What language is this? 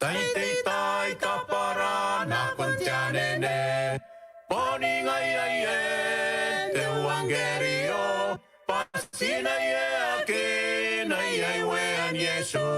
Gilbertese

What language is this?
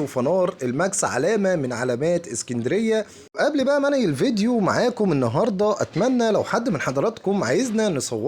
Egyptian Arabic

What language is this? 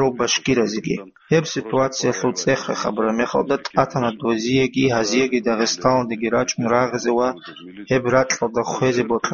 Avaric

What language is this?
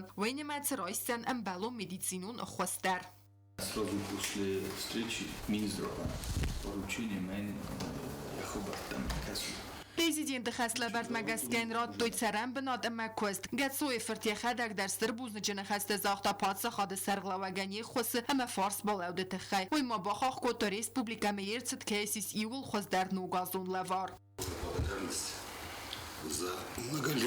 Ossetic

